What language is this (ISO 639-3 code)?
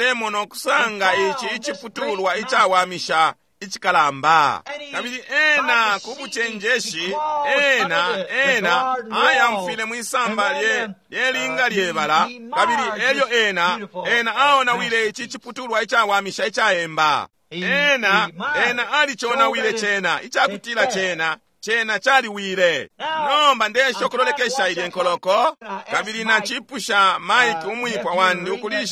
bem